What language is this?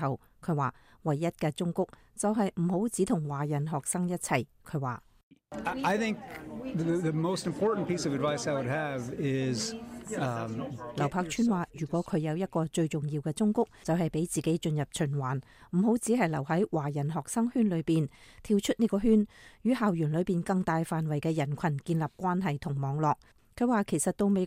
Cantonese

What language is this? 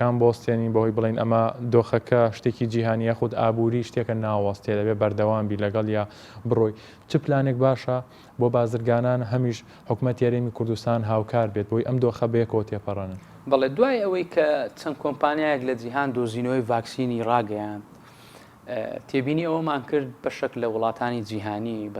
Central Kurdish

